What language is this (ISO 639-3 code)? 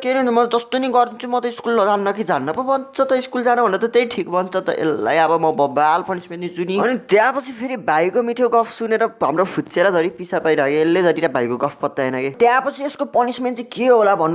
nep